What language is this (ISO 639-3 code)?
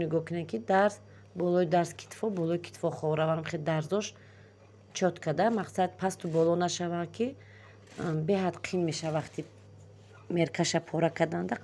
tgk